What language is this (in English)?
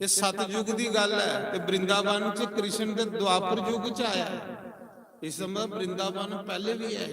Dogri